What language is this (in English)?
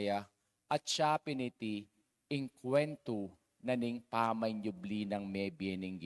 Pampanga